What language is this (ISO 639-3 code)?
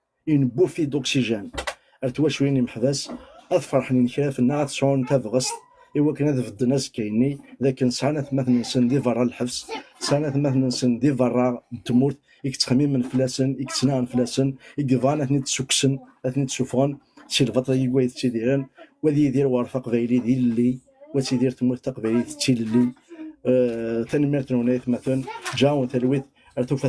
kab